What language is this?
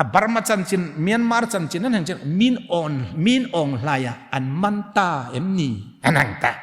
Hmar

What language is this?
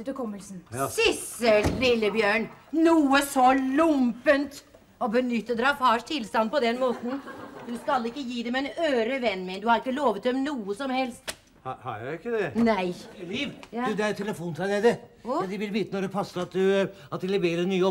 Norwegian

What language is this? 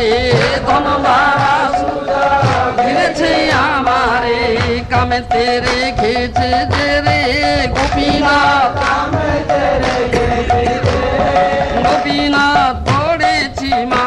Odia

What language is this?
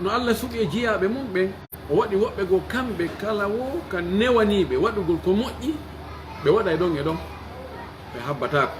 Pular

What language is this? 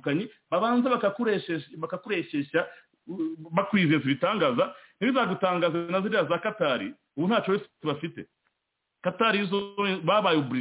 Kinyarwanda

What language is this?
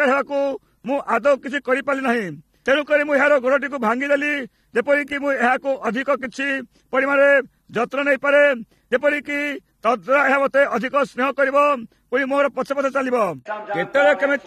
Odia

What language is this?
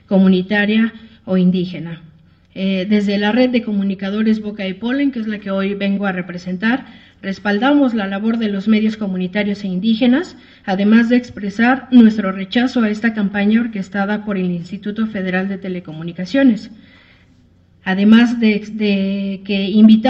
Spanish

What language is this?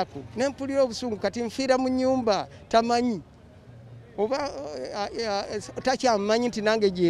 Ganda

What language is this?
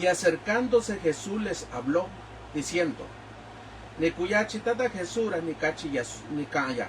Mixtepec Mixtec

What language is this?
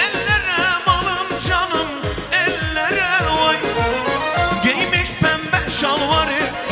Turkish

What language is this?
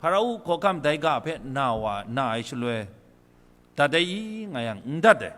Kachin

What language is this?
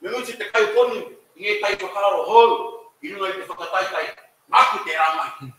Māori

